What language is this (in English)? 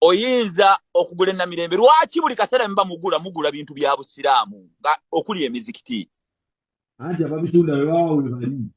Ganda